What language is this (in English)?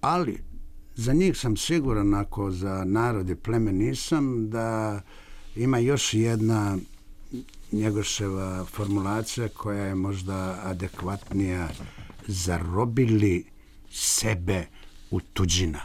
Serbian